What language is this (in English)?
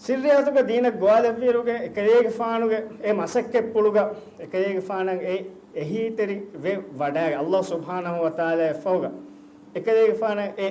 Divehi